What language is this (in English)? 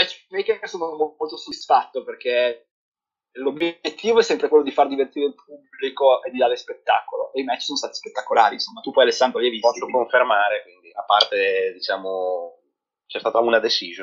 Italian